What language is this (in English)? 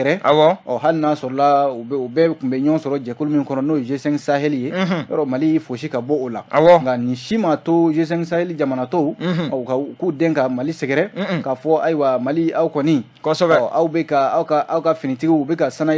Bambara